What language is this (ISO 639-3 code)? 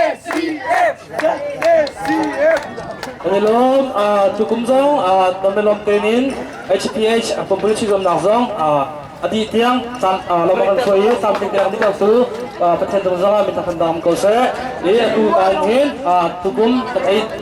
cnh